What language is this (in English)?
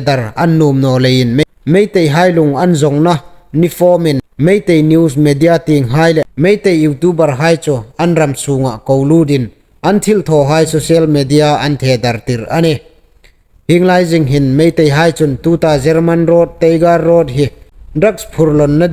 Hmar